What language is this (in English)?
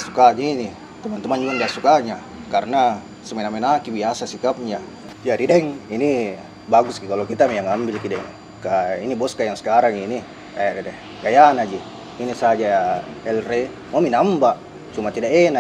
Makassar Malay